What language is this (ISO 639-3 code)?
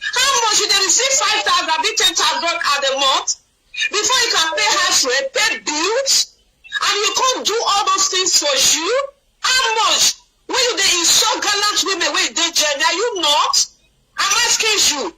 pcm